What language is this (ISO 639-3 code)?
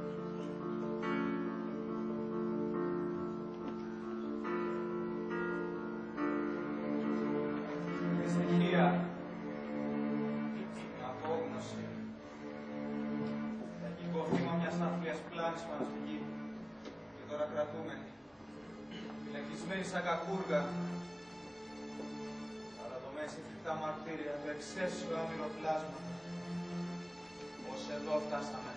ell